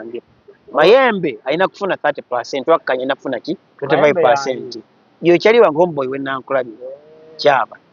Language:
Ganda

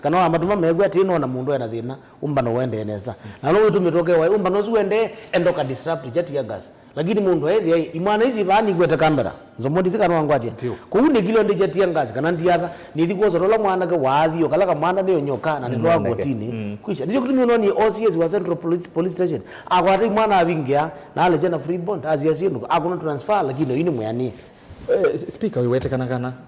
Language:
Kamba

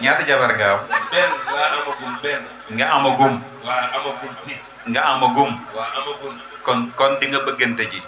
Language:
Wolof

